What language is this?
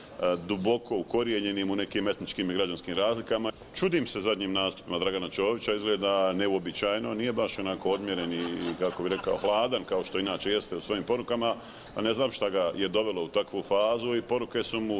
Bosnian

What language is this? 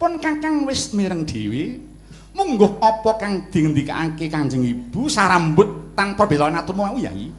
Javanese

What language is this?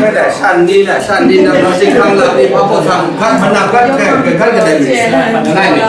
Kachin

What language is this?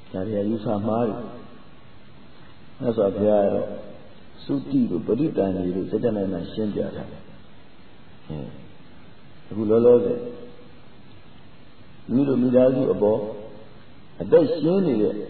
Burmese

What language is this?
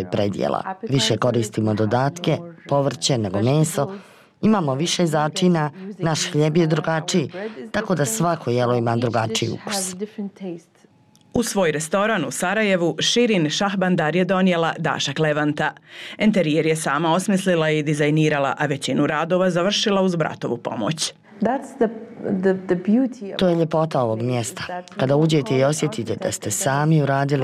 Bosnian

